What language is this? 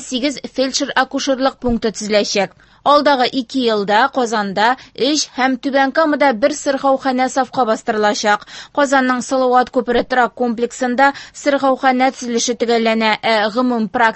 Tatar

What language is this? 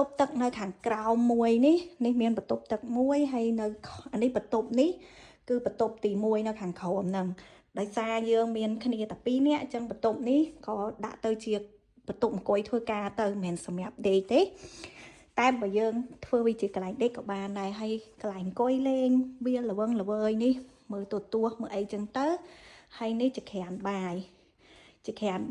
Khmer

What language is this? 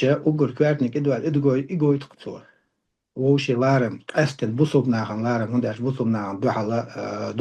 Chechen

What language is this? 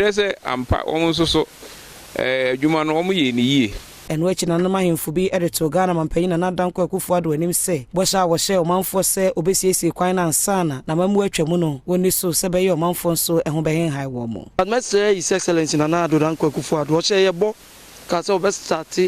Akan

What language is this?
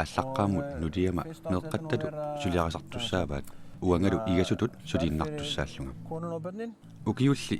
Kalaallisut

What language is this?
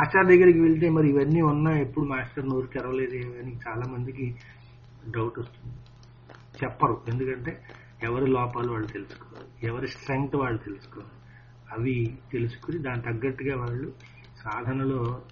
Telugu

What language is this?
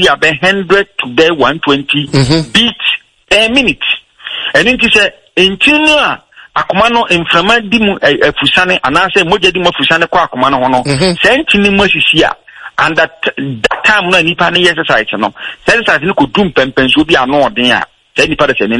Akan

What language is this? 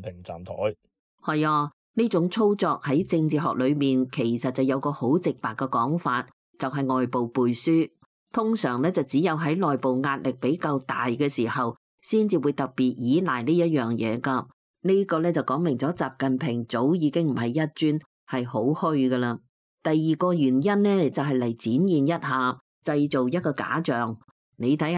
Cantonese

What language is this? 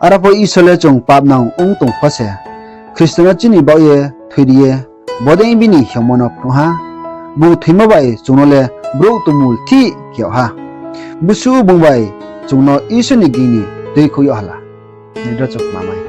Riang (India)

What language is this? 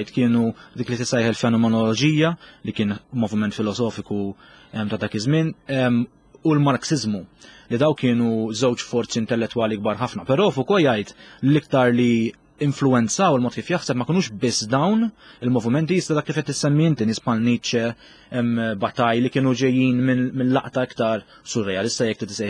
Maltese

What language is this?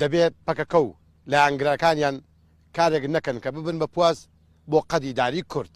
Central Kurdish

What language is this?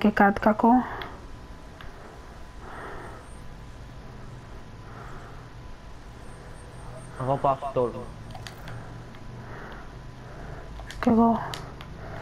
Greek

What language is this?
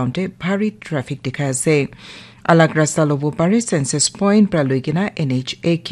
Naga Pidgin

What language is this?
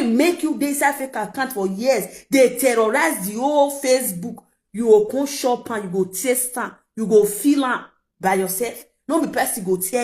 Nigerian Pidgin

